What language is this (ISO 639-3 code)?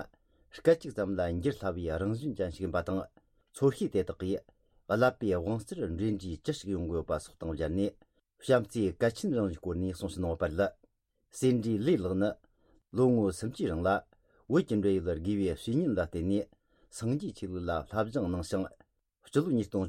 bod